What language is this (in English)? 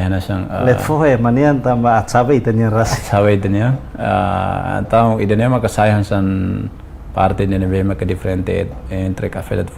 Tetum